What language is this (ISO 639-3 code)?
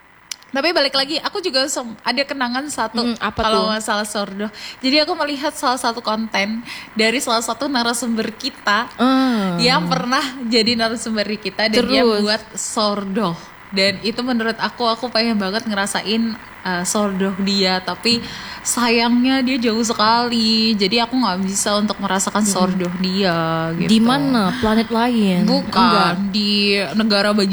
ind